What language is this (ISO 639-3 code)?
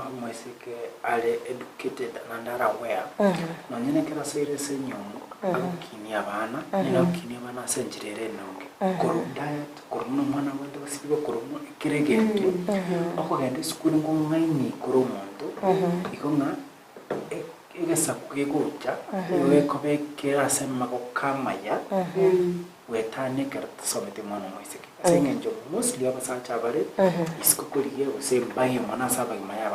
guz